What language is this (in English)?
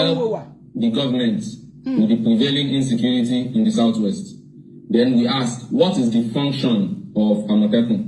Yoruba